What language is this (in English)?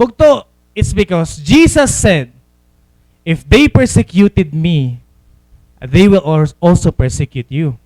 Waray